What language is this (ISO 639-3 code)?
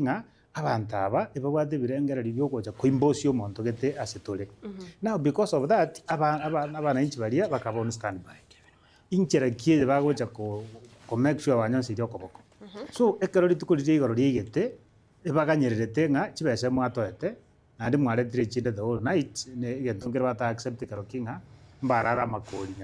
guz